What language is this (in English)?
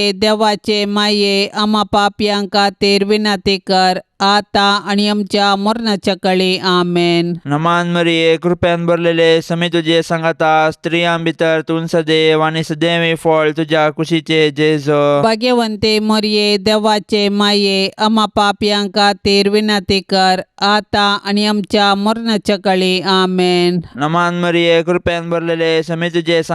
Konkani